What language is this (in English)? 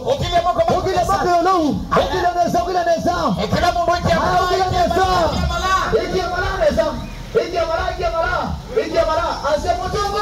Kamba